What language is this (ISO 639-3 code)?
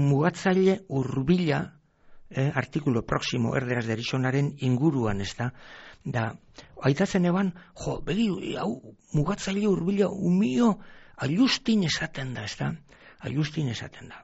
eus